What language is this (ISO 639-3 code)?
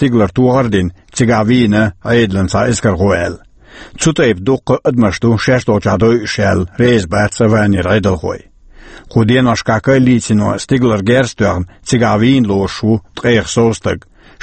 che